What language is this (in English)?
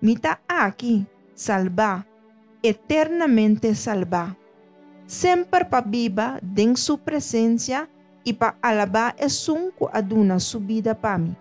Papiamento